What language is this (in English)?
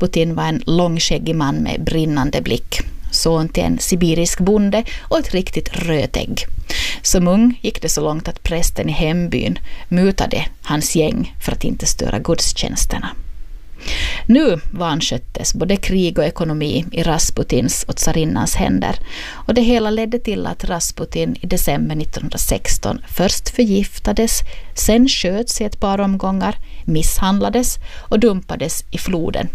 Swedish